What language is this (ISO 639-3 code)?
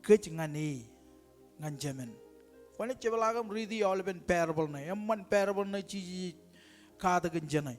mah